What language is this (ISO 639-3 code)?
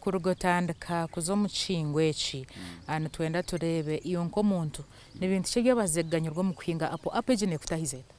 nyn